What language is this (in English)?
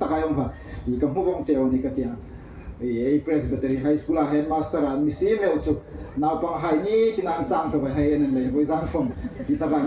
Hmar